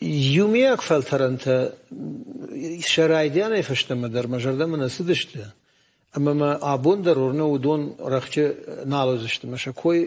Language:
Ossetic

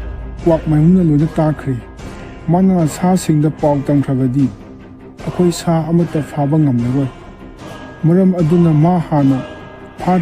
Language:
Manipuri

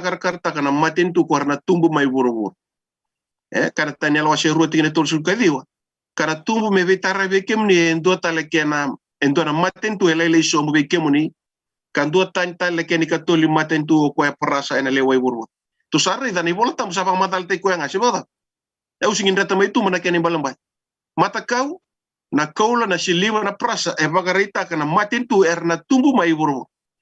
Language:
Fijian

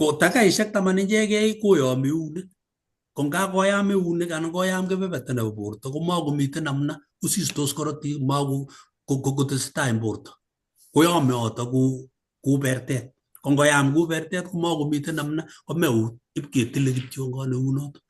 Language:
Kalenjin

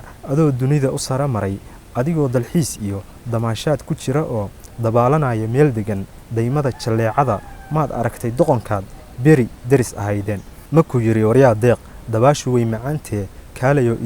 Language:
Somali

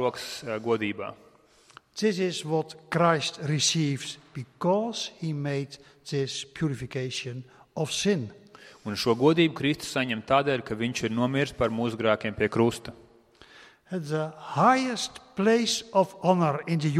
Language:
Latvian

